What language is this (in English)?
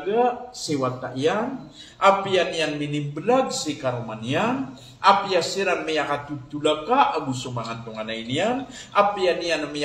Maranao